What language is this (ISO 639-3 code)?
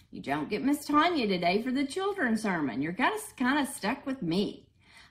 eng